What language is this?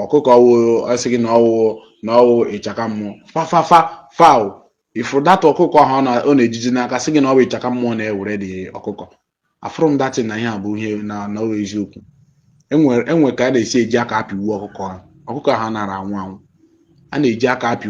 Igbo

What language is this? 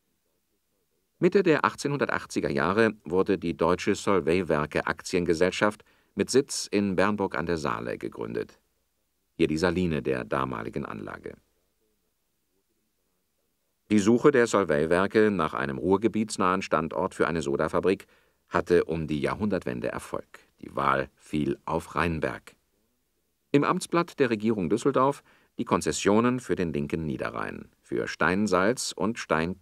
German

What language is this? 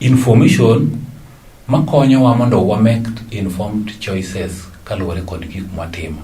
Luo (Kenya and Tanzania)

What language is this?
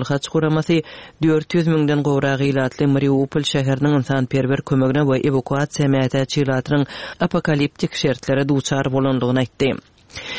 Turkmen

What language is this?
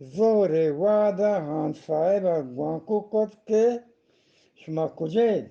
Eastern Balochi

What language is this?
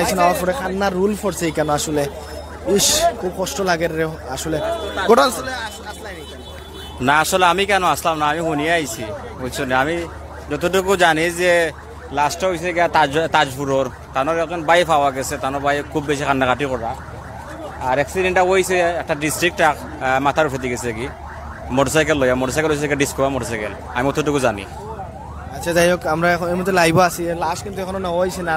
Sylheti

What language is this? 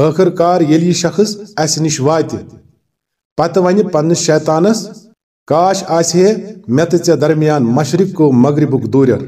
Kashmiri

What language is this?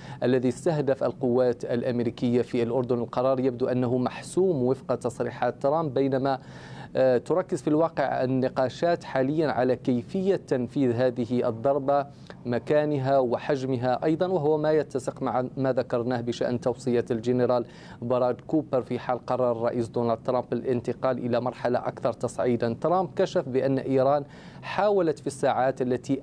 Arabic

